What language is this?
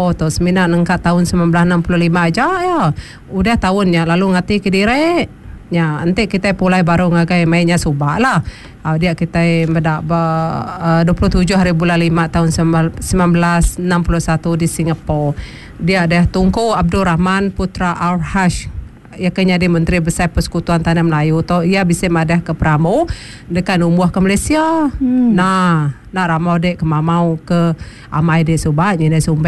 Iban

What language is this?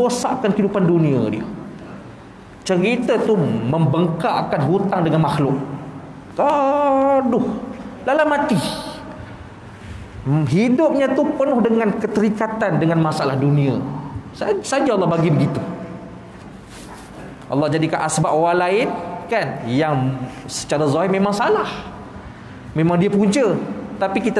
Malay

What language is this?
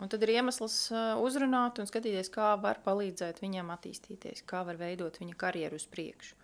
Latvian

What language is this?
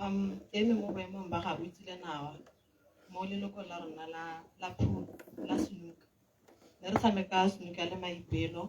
Tswana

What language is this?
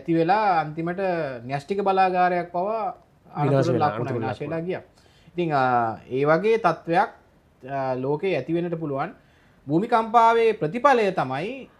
Sinhala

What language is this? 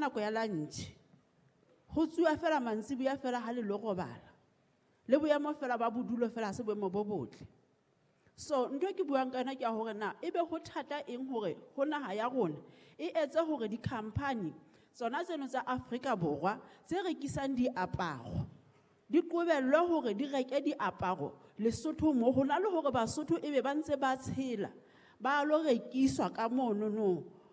Southern Sotho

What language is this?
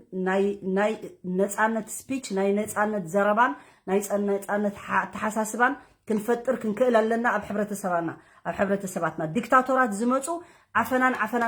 Tigrinya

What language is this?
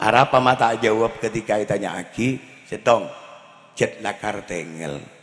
Madurese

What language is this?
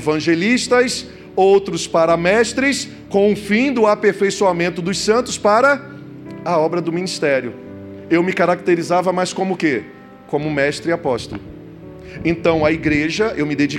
Portuguese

